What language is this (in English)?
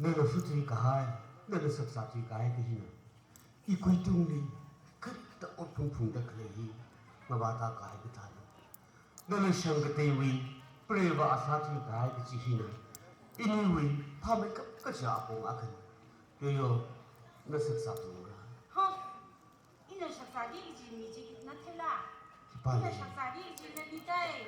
Tangkhul Naga (India)